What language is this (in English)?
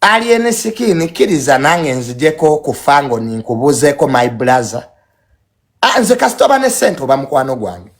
Ganda